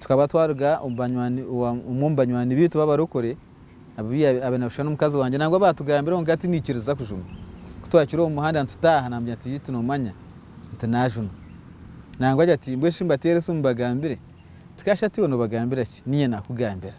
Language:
Nyankole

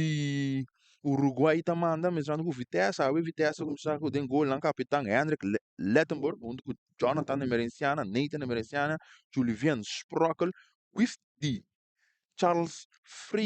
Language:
Papiamento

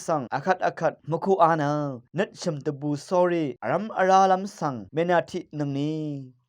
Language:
Rawang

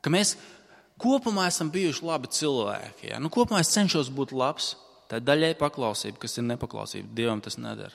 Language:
Latvian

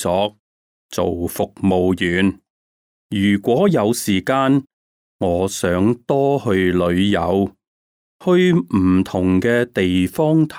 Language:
Cantonese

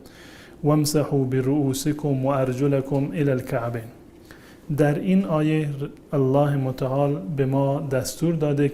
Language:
Persian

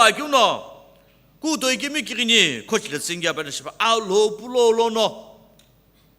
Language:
Sumi Naga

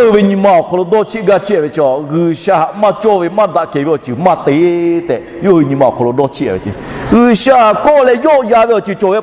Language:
Lahu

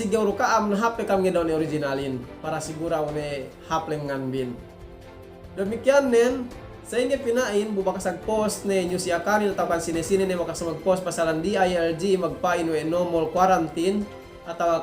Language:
Yakan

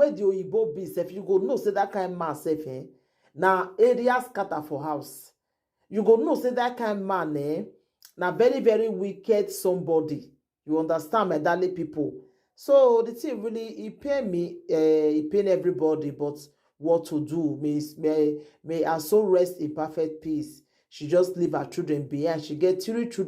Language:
Nigerian Pidgin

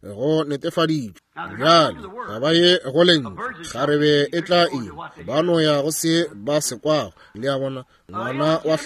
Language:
Northern Sotho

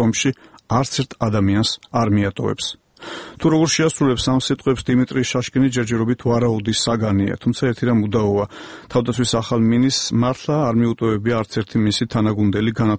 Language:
Georgian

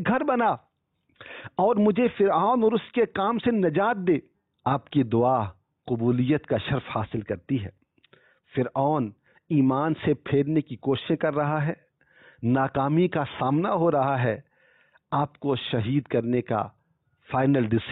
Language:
Urdu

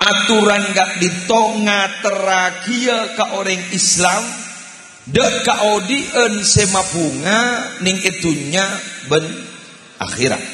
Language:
Madurese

